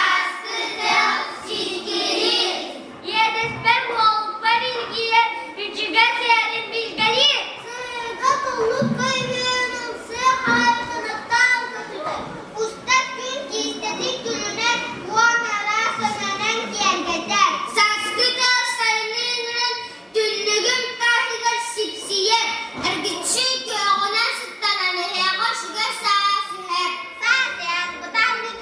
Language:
Yakut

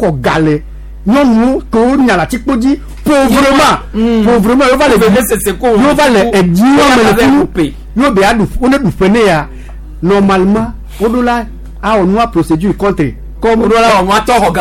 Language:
Gen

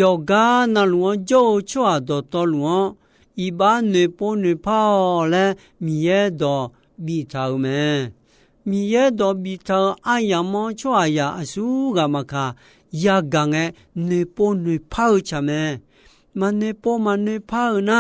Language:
Akha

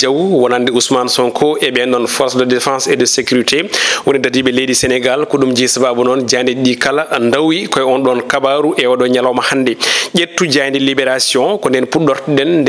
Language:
Fula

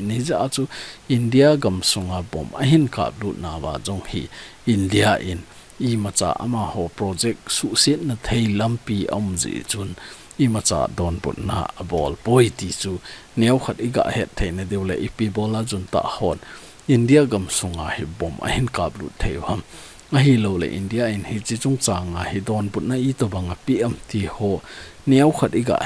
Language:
Thado Chin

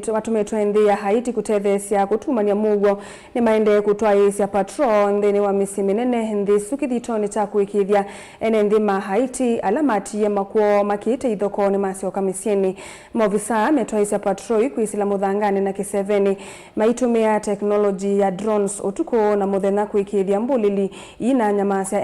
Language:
Kamba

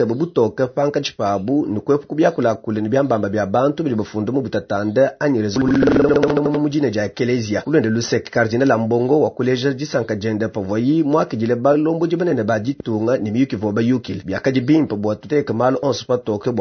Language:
Luba-Lulua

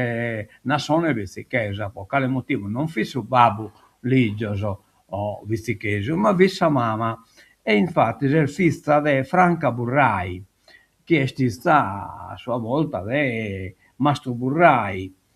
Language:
Sardinian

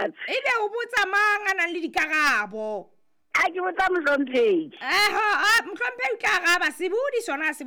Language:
Southern Sotho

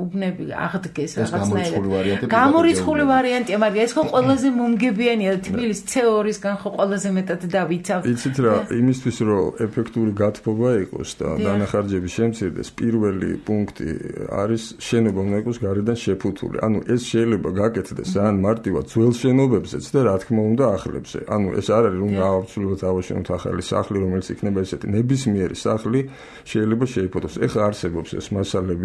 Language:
Georgian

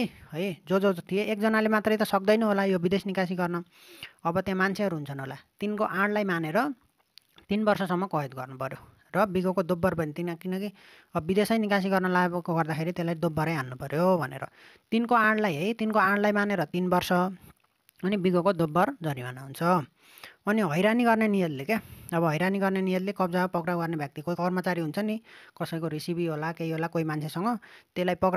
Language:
Nepali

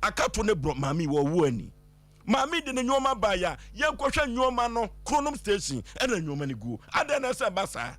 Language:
Akan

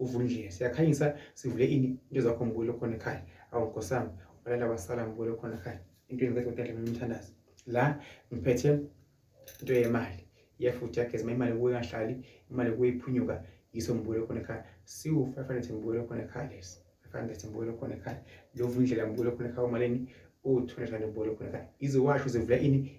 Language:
Zulu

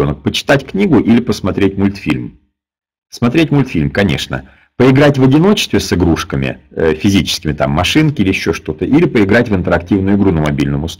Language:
Russian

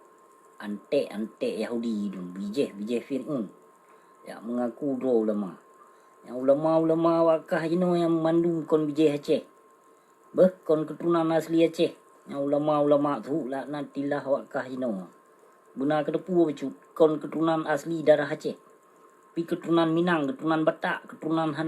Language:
Achinese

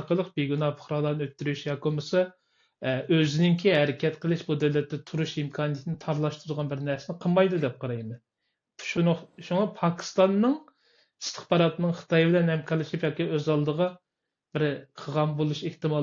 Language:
Uyghur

